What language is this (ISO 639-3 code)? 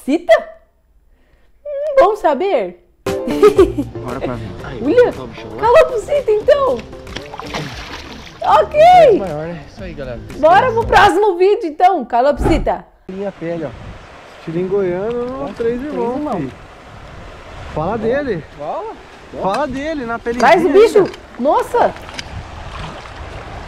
por